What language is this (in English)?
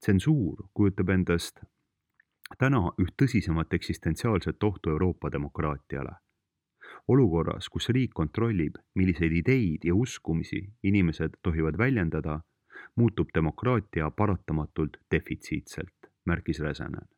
Estonian